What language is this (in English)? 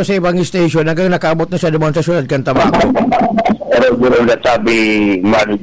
Bikol